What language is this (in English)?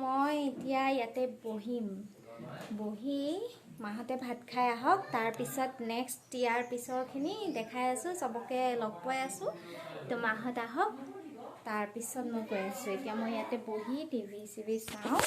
Assamese